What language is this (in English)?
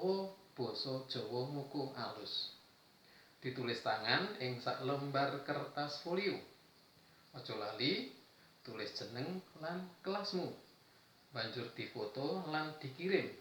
Javanese